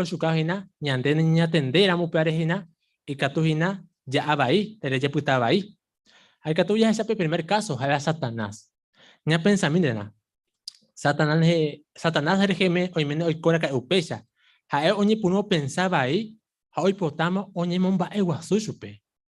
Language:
Guarani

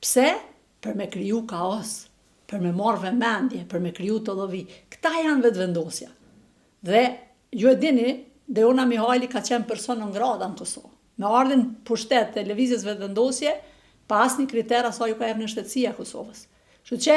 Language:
Albanian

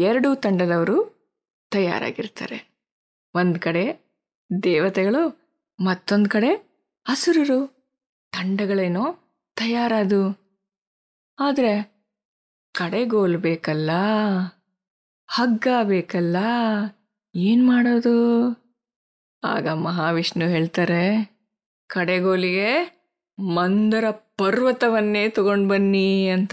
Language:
Kannada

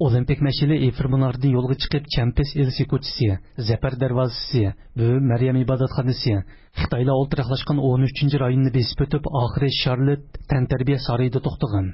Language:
Uyghur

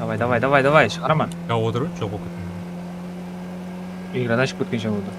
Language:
Kara-Kalpak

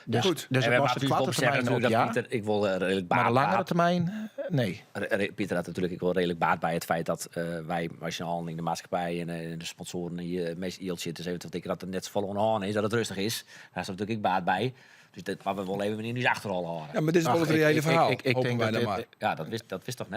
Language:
Western Frisian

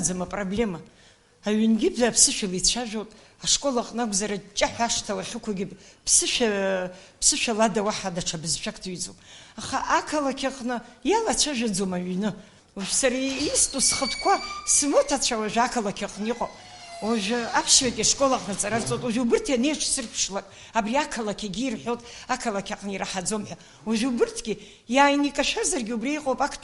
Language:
Abkhazian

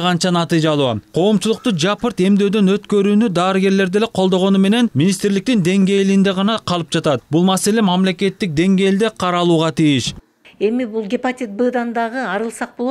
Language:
Kyrgyz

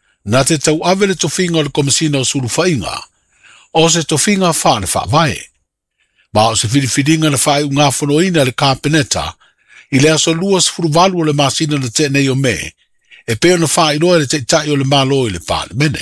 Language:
Samoan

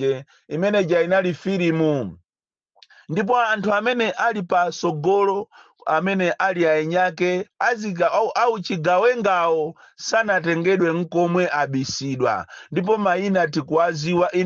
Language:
Nyanja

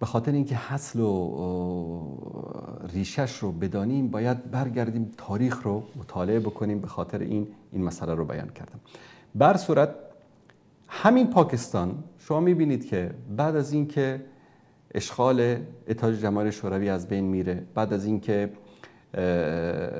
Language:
Persian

